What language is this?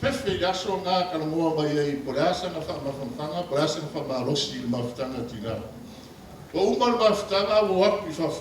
Samoan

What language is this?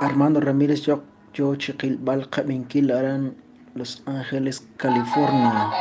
Kekchí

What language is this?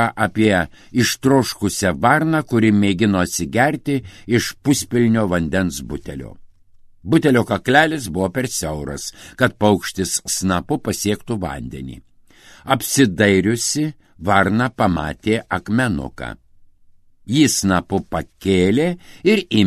Lithuanian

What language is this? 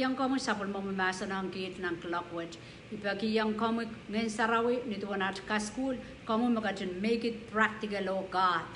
Pohnpeian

